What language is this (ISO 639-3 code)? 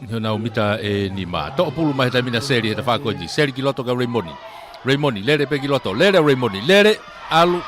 ton